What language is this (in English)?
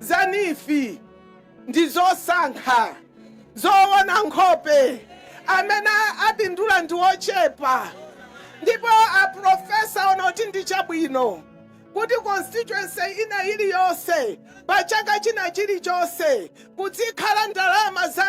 Nyanja